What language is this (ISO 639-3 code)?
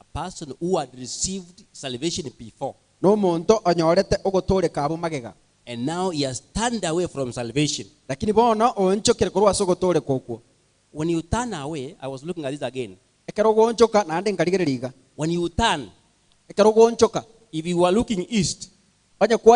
guz